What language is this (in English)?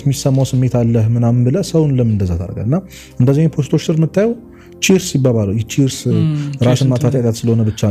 Amharic